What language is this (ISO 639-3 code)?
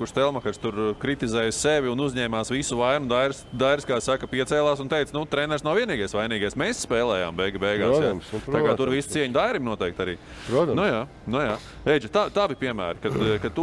lav